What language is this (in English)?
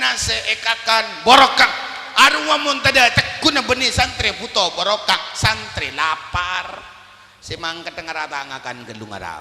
Madurese